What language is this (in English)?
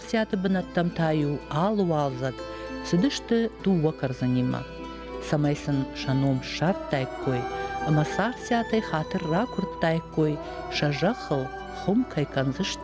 Ossetic